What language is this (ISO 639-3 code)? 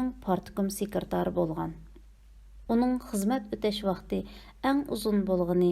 uig